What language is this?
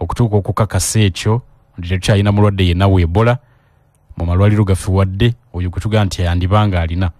Ganda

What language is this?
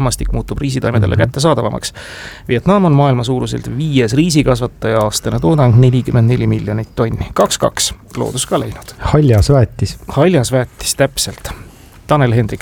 Estonian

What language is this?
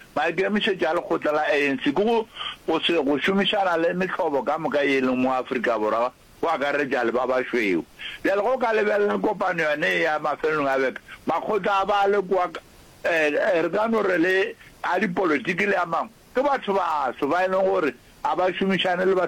Northern Sotho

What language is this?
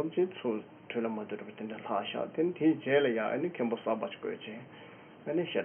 Tibetan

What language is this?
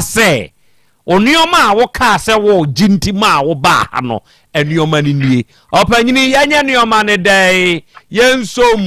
Akan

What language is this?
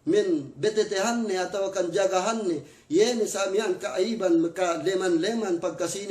Yakan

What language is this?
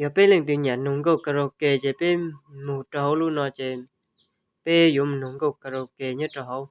Hmong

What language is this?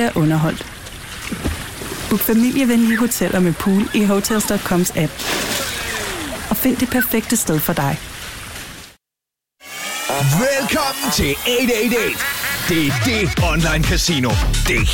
Danish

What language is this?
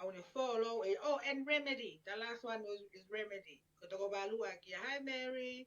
Tongan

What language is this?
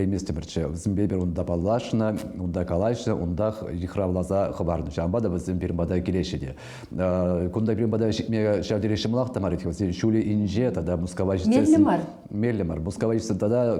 Chuvash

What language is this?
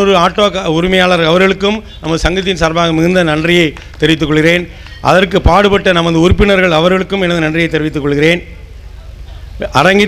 Tamil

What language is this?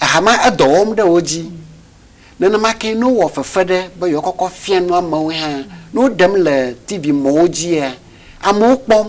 Ewe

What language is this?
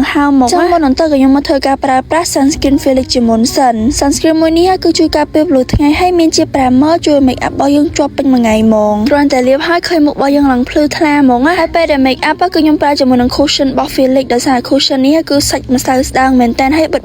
Khmer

